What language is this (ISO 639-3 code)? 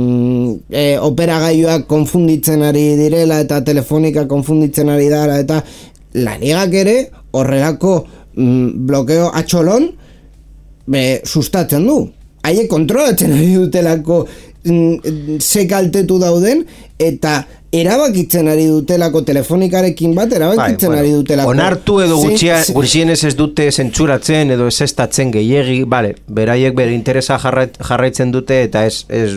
eus